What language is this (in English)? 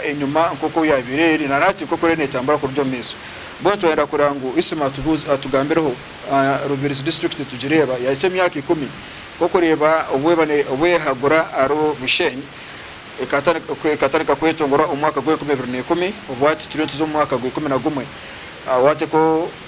Nyankole